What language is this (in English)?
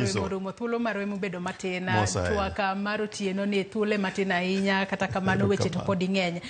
Luo (Kenya and Tanzania)